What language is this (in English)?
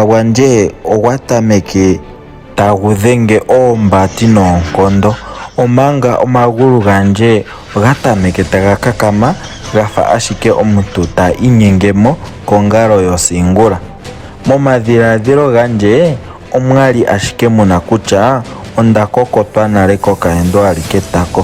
Ndonga